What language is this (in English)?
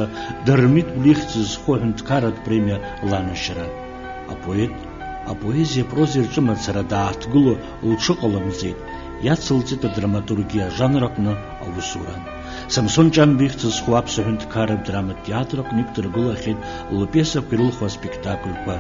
Abkhazian